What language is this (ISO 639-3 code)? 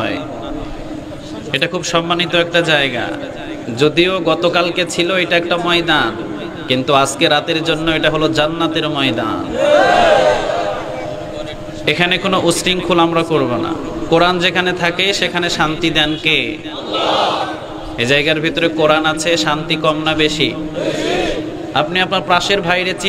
ben